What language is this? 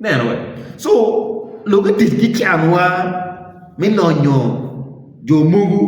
Acoli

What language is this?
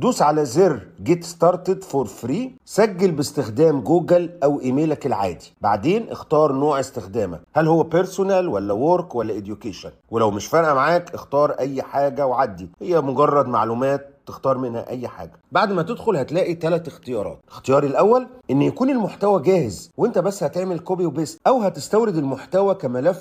Egyptian Arabic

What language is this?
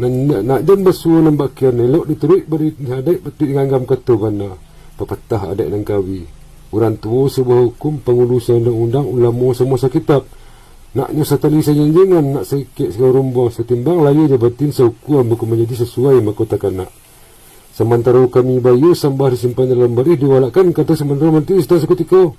Minangkabau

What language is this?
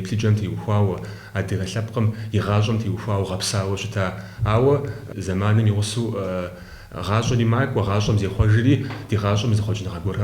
Kabardian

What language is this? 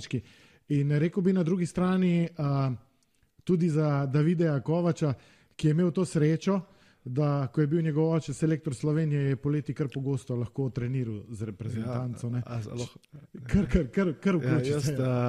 Slovenian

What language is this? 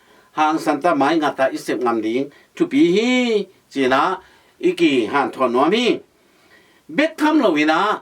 Tedim Chin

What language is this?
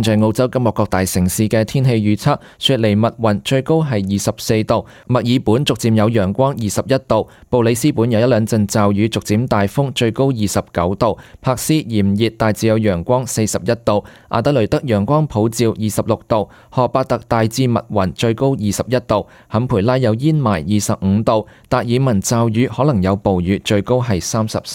Cantonese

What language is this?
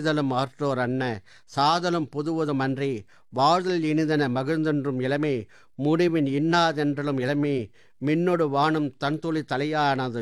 Tamil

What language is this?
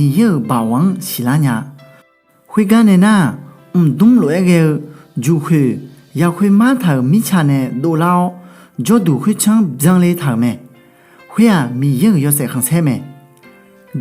Akha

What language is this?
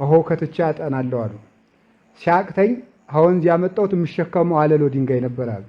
Amharic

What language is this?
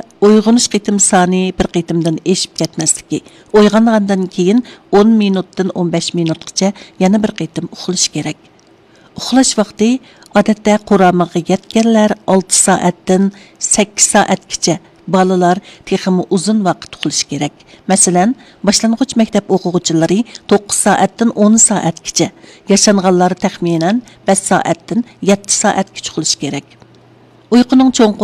Uyghur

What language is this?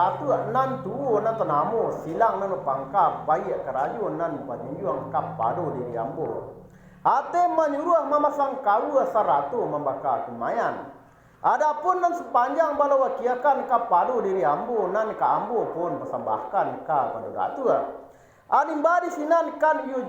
Minangkabau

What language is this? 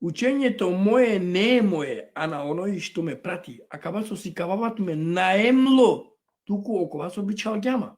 Balkan Romani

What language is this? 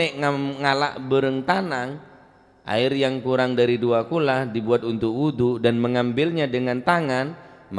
Madurese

